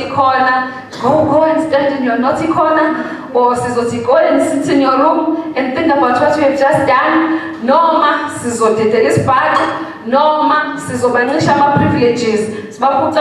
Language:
Zulu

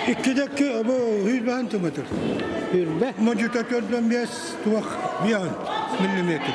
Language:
Yakut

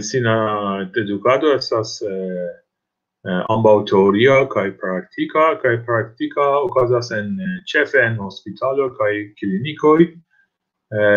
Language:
Esperanto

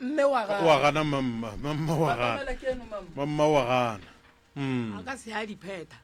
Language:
Northern Sotho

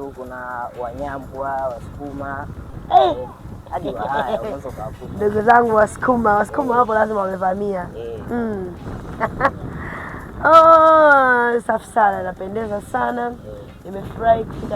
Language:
Swahili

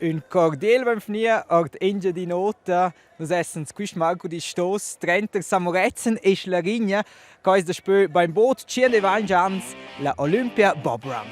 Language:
Romansh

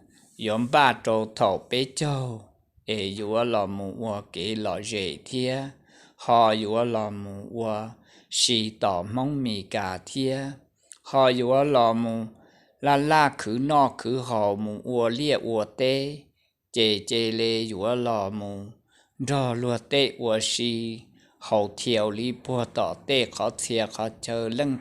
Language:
Hmong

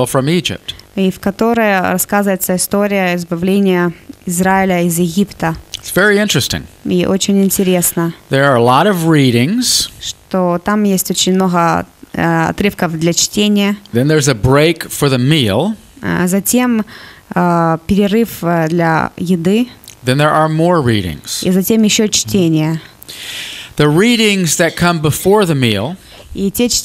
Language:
Russian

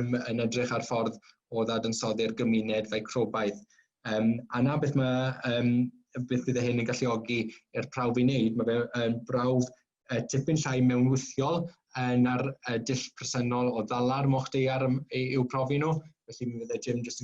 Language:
Welsh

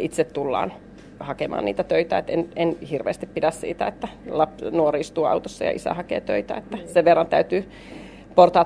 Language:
Finnish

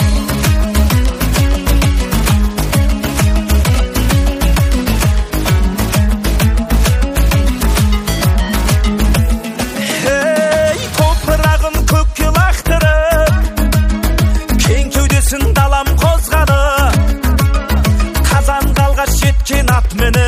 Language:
Kazakh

